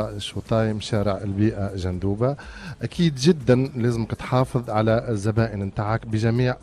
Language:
Tunisian Arabic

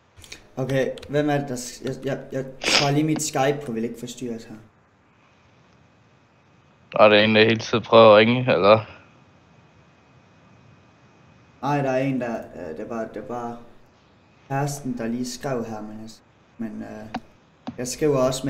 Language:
Danish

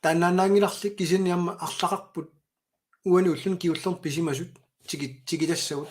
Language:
Kalaallisut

